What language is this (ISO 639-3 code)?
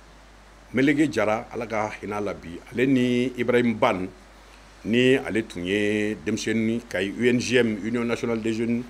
bam